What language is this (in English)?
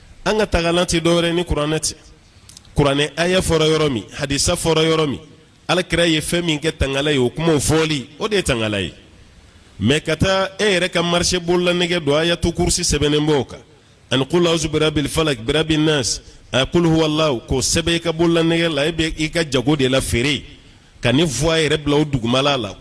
Bambara